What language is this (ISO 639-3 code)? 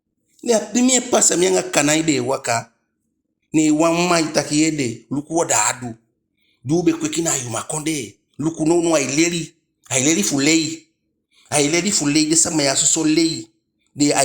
djk